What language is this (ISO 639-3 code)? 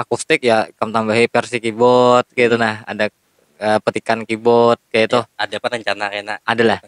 bjn